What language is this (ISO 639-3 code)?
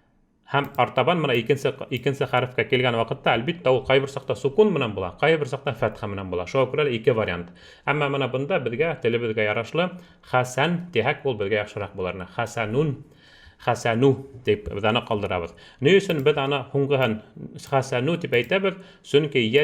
bak